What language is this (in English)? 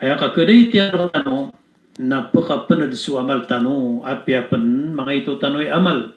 Maranao